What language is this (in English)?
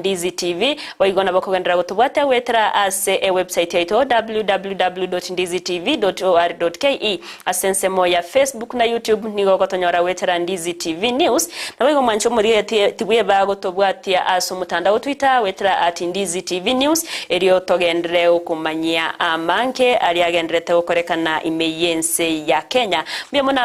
Gusii